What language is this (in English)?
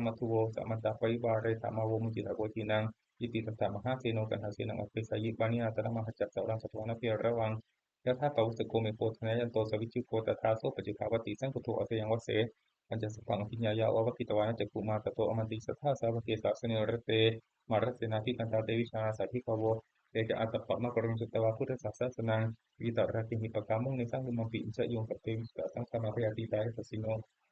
Pali